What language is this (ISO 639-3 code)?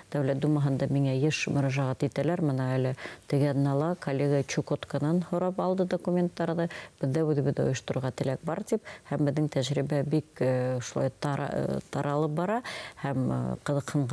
bak